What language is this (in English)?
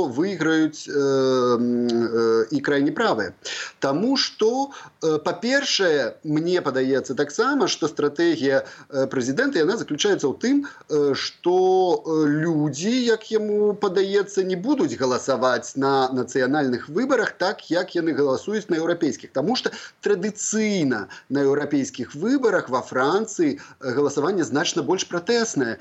Belarusian